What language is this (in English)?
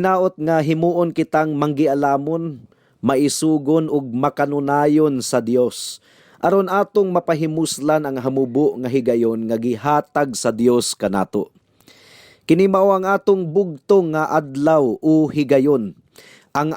Cebuano